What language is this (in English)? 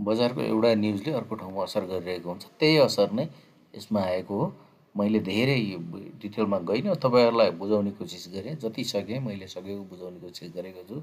Nepali